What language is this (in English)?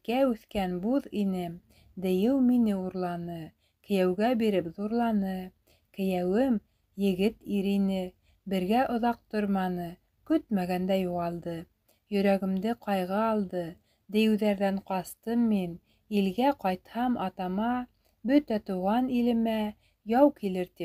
Bashkir